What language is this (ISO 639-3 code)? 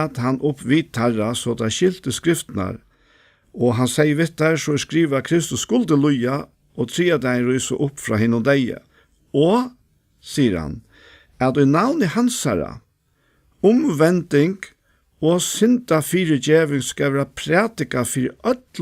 fao